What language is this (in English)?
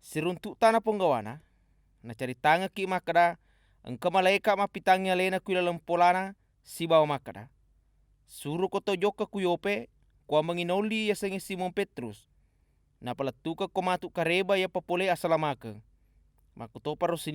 Buginese